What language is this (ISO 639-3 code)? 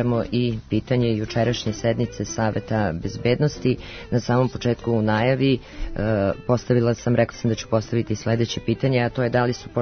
srp